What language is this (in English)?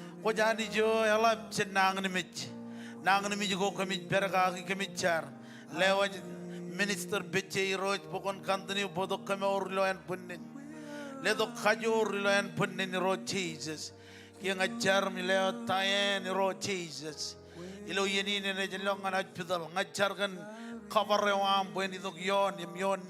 Marshallese